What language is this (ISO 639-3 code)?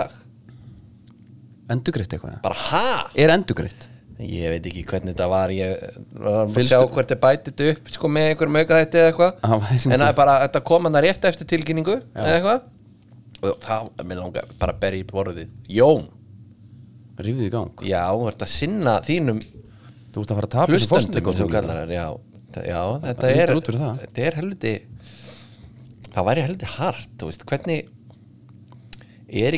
isl